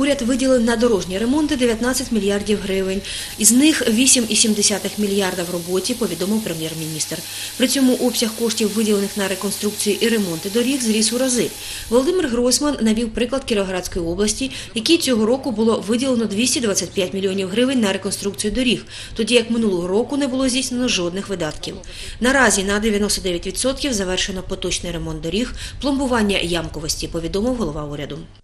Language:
Ukrainian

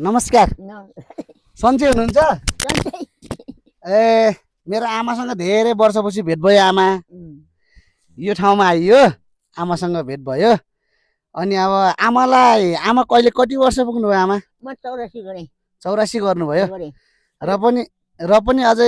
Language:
Nepali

